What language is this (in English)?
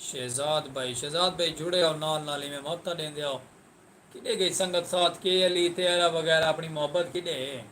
Saraiki